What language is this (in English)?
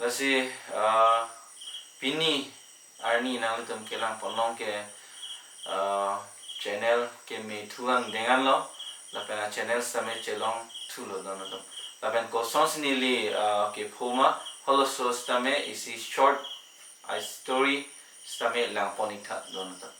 Karbi